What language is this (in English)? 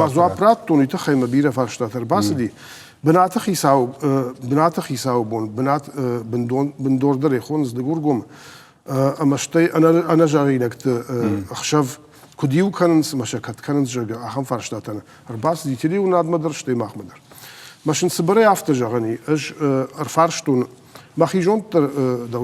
Ossetic